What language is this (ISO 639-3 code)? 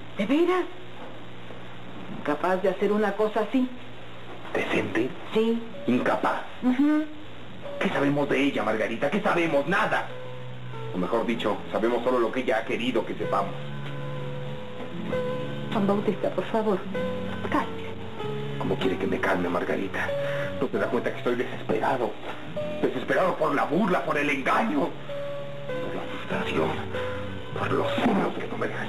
spa